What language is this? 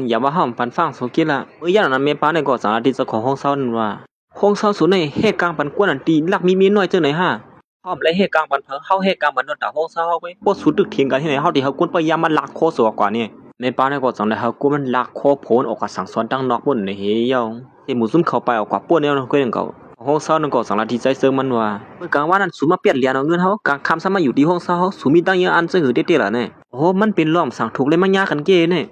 Shan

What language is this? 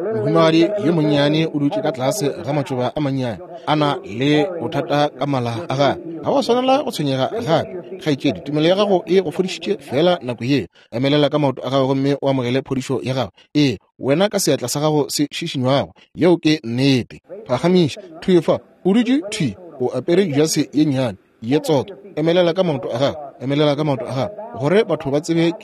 Northern Sotho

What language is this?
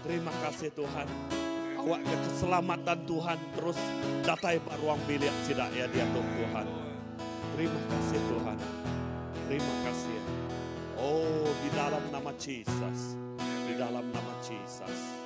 Iban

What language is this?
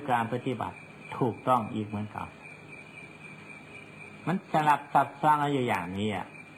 Thai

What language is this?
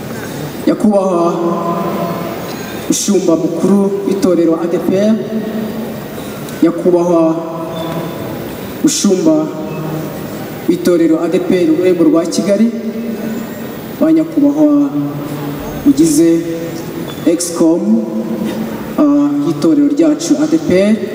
Kinyarwanda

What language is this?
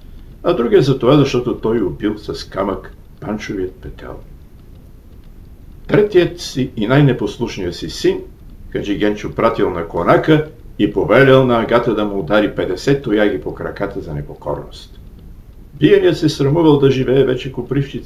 Bulgarian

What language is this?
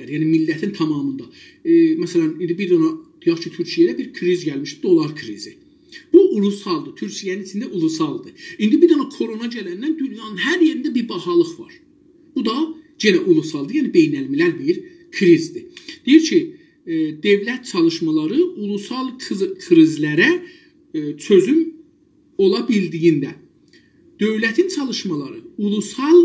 South Azerbaijani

